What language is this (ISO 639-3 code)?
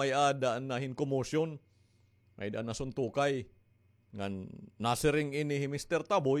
war